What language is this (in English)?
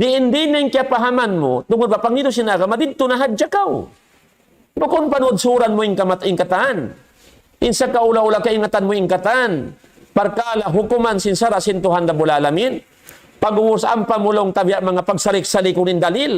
Tausug